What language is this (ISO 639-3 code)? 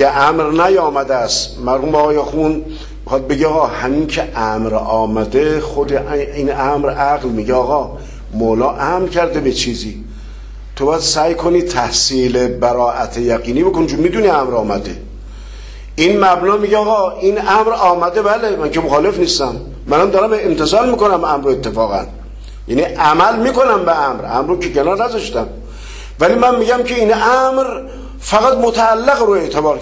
fas